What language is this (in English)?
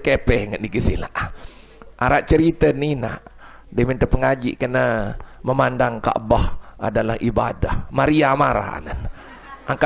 Sasak